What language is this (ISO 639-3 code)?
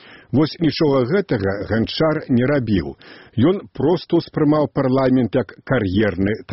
bel